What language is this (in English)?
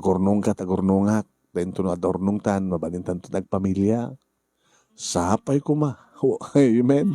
Iloko